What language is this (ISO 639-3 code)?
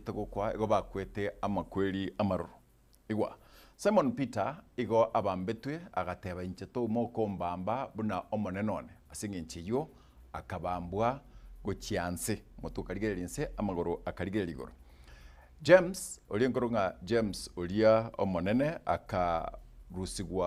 guz